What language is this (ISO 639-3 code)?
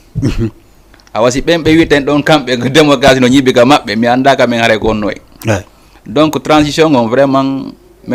ful